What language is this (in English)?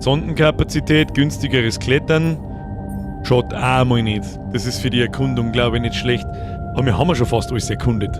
Bavarian